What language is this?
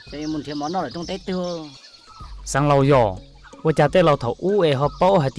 Hmong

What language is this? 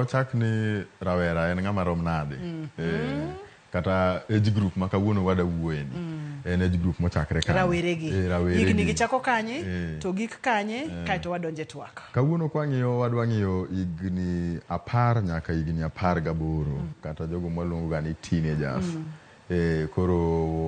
Luo (Kenya and Tanzania)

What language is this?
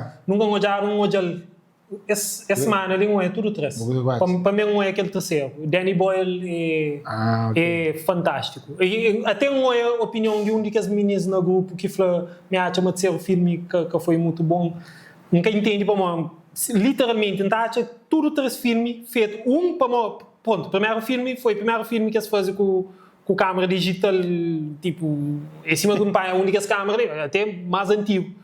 Kabuverdianu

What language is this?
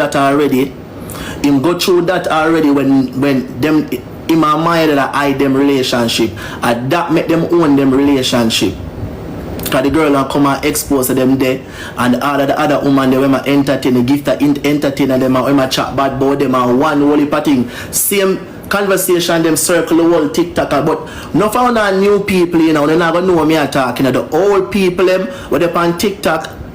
Jamaican Creole English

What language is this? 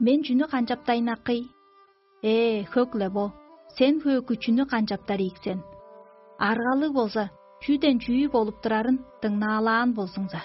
Tuvinian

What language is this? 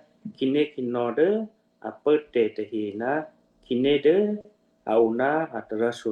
Western Kayah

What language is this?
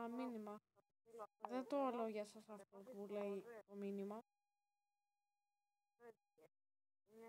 Greek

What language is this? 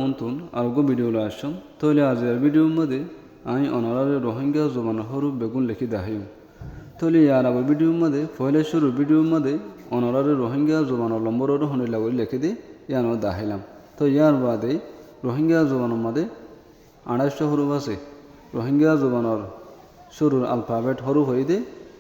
Rohingya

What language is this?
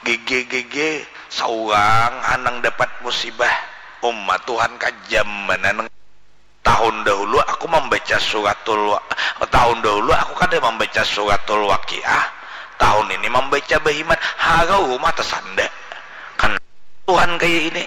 Banjar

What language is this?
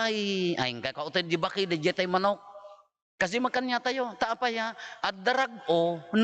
Iloko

